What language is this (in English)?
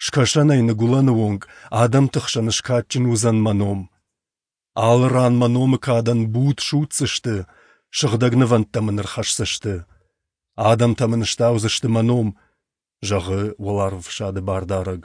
Ossetic